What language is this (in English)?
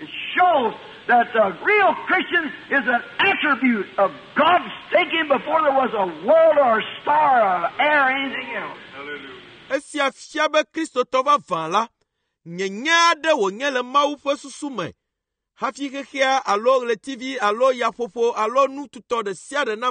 Ewe